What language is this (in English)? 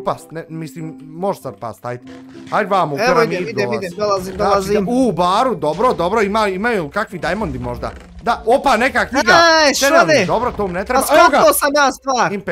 Bosnian